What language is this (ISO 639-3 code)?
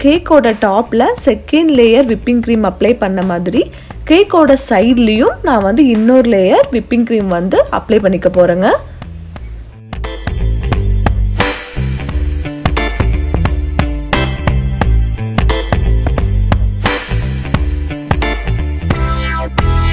tam